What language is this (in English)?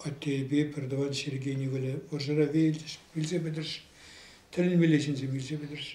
Chuvash